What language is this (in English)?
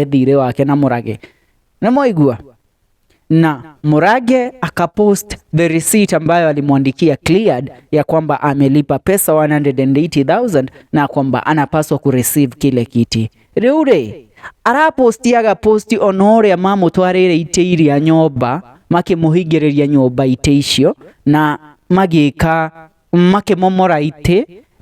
Kikuyu